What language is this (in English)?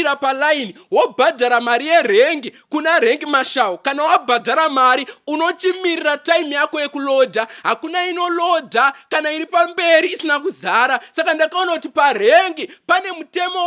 Shona